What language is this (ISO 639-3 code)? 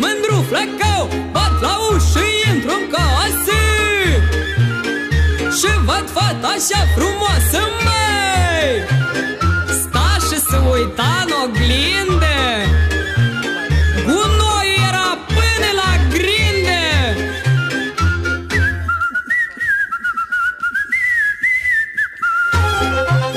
ron